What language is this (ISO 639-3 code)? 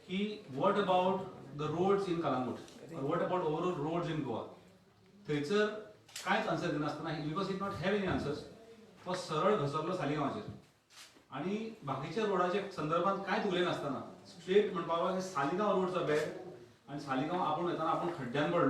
kok